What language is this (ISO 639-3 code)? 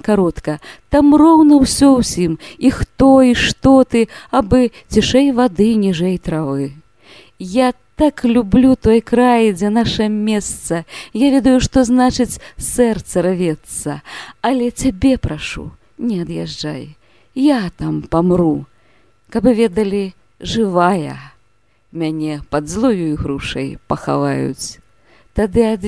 bel